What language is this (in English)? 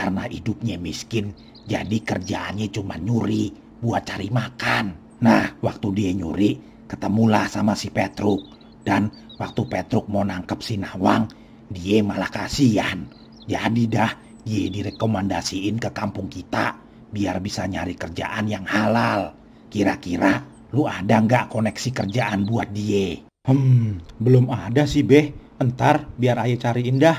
Betawi